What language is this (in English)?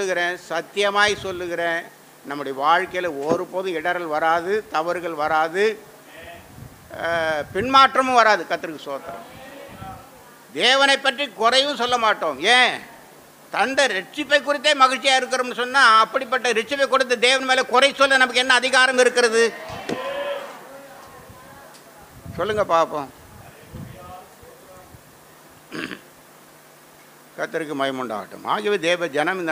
Tamil